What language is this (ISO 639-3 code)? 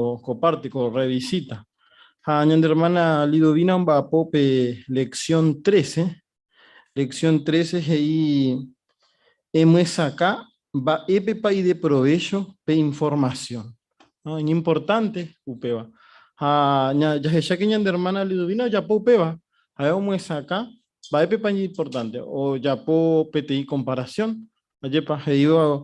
grn